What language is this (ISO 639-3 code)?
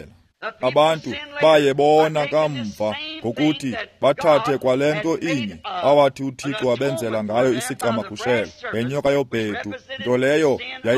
xho